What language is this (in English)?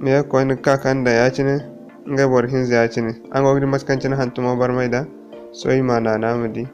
Zarma